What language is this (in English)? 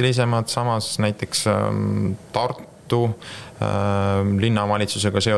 Estonian